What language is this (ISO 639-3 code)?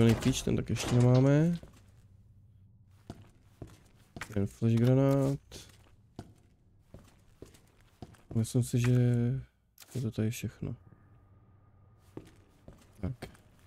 ces